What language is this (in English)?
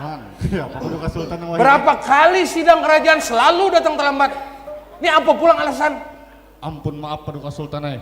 Banjar